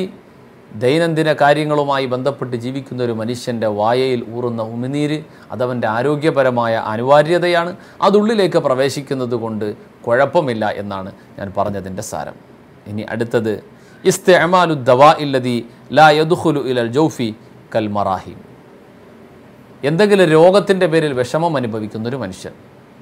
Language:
Malayalam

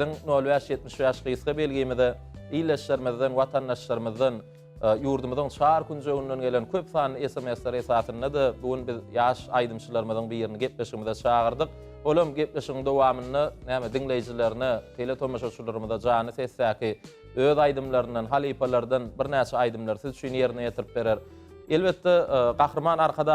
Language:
Turkmen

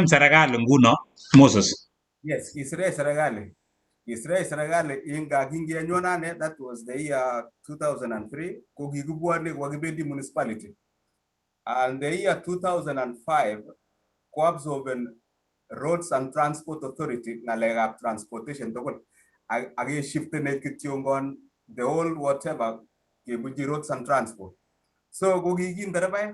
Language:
Kalenjin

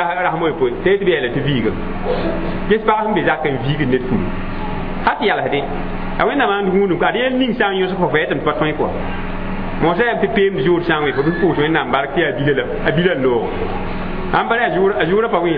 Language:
Mossi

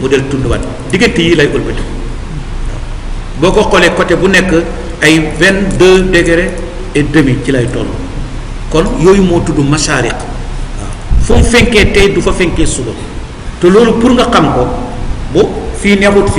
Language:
Wolof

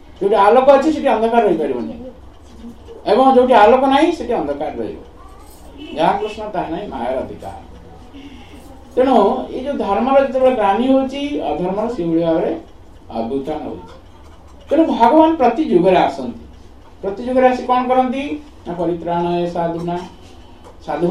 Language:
Odia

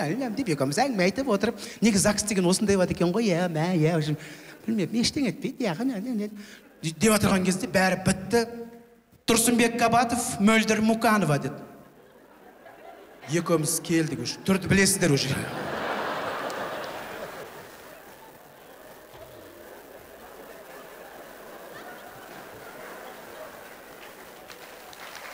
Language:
Kazakh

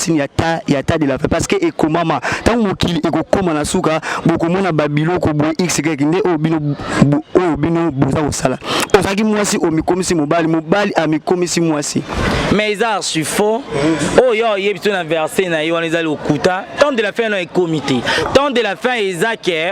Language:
Lingala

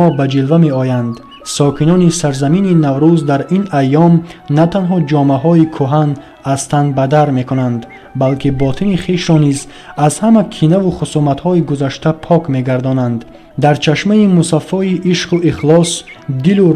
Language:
Tajik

